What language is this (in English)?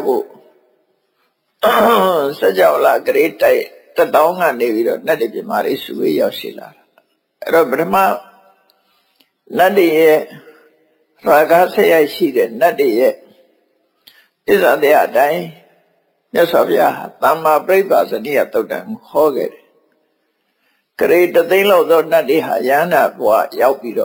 Burmese